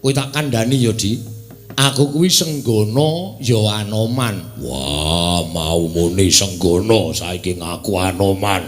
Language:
Javanese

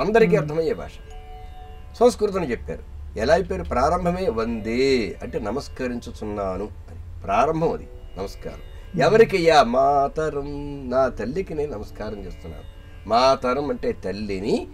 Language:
Telugu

